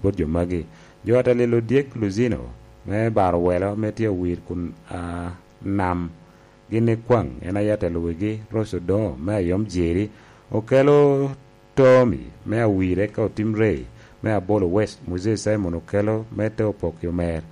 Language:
Lango (Uganda)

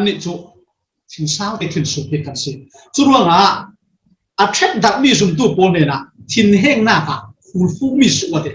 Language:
Falam Chin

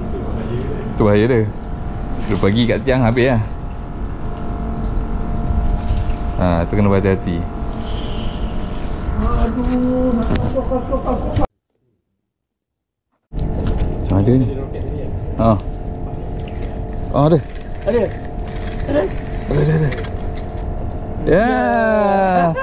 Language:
Malay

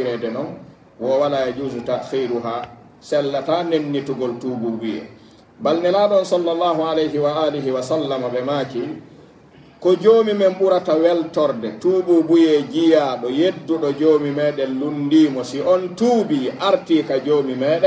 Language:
Pular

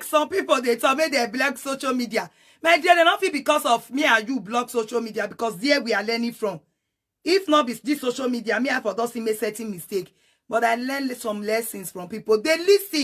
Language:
Nigerian Pidgin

